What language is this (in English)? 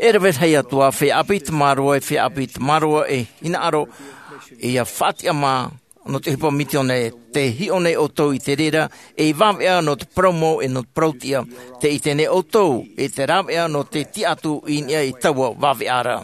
Tahitian